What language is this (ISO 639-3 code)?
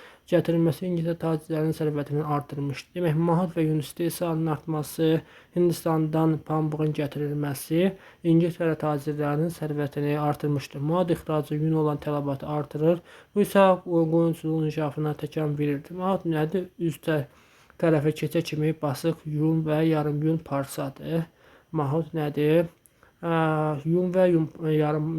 aze